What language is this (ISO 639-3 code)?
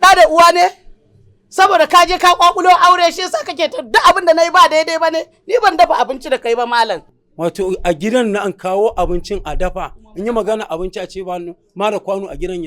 hau